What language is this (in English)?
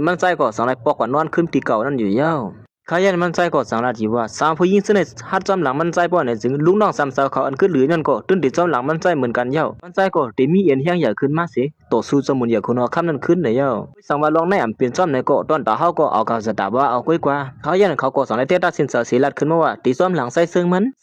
Shan